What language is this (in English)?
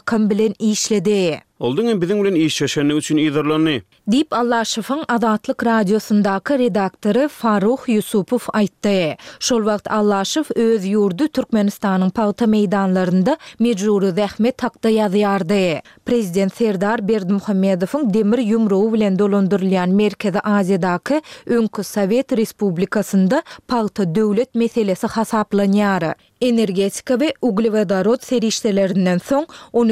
Turkmen